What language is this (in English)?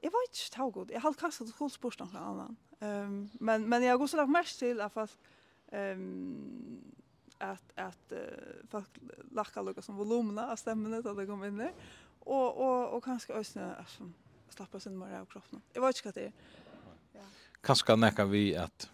Faroese